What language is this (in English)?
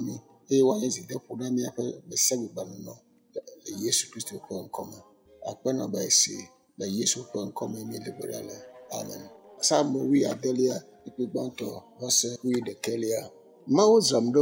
Ewe